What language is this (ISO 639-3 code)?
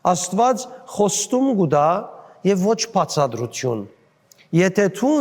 hyw